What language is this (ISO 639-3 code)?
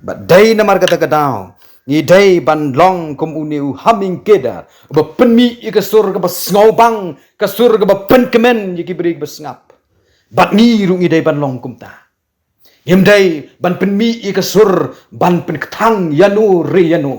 kha